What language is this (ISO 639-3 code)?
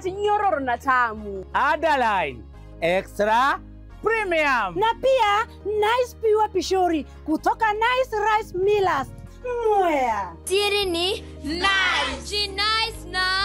mer